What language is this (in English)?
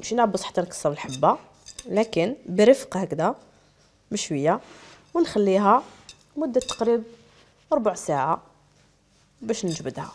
Algerian Arabic